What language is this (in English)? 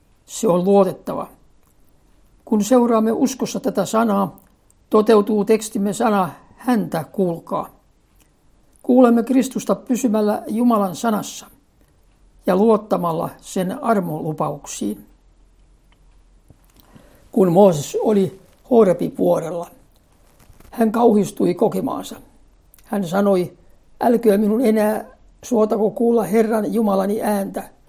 Finnish